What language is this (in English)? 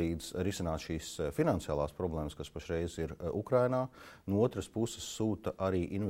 Latvian